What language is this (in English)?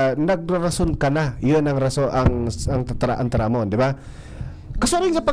Bikol